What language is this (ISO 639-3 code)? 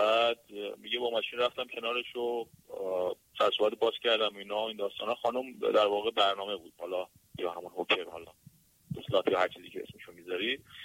fas